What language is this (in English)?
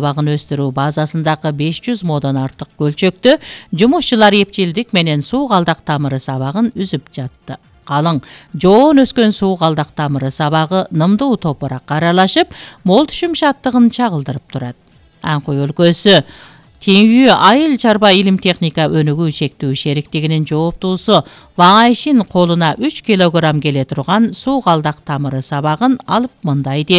Kyrgyz